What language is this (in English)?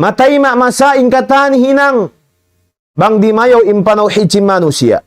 Tausug